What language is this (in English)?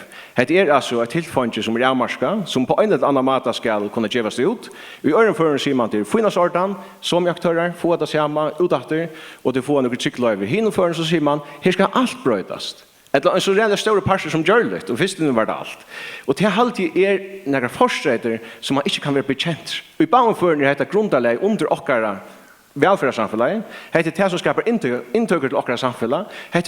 Faroese